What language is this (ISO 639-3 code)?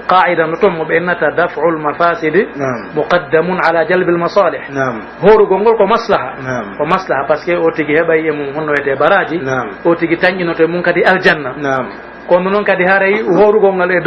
fuf